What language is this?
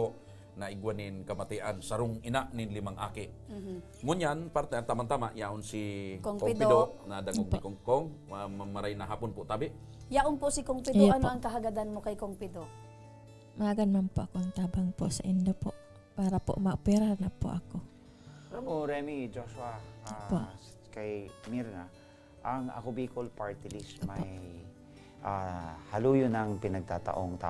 Bikol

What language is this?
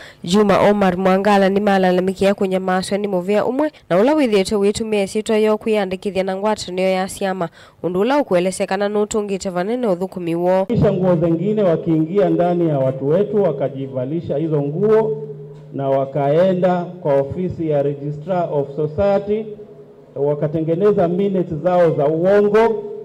Kamba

